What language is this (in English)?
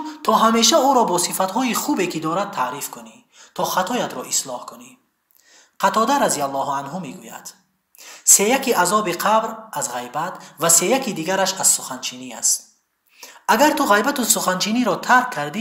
Tajik